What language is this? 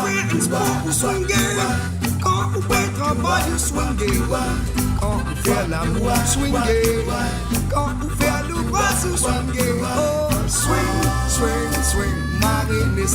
Morisyen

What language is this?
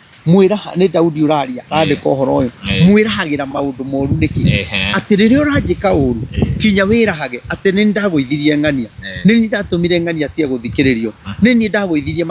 Kikuyu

